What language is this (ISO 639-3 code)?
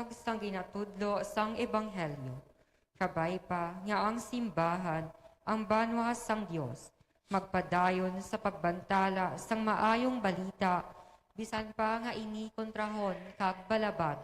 hil